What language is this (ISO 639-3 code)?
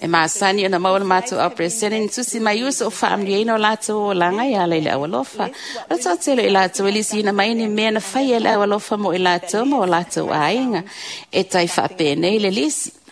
smo